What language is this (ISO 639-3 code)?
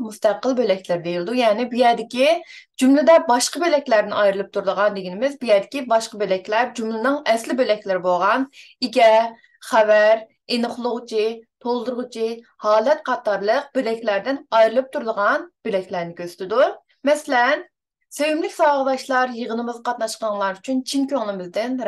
uig